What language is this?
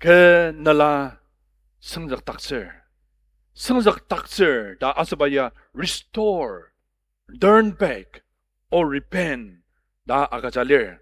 Ao Naga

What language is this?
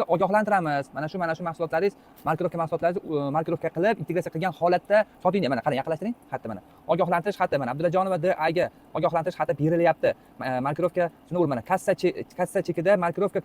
Uzbek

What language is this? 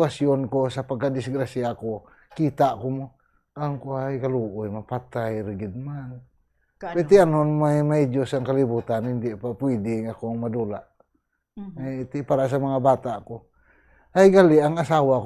Hiligaynon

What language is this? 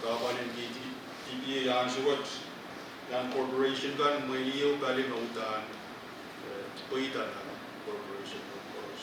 Pohnpeian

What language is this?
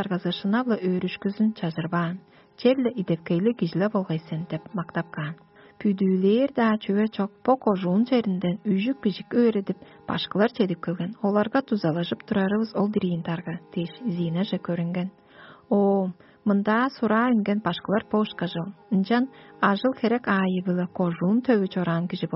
Tuvinian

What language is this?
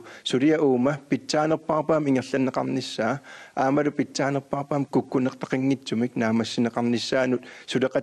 Kalaallisut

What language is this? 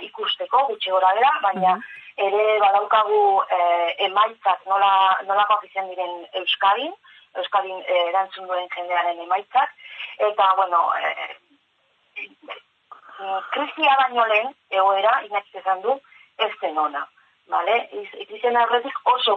Basque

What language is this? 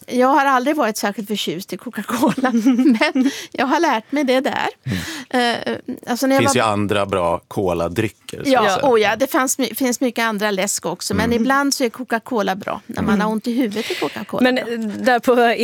Swedish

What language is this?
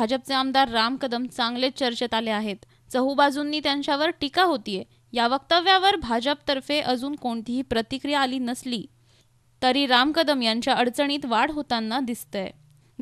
Marathi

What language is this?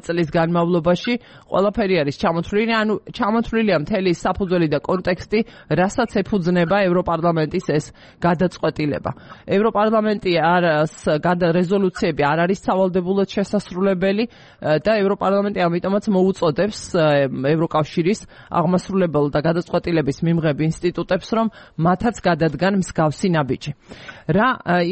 Georgian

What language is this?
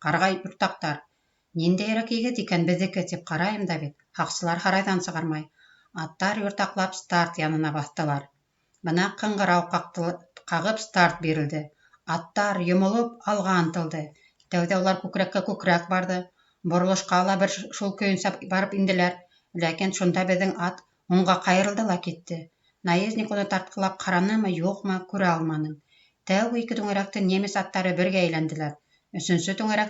Bashkir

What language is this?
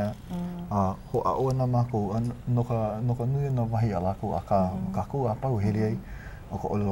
Hawaiian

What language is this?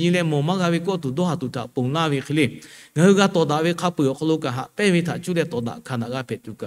Lahu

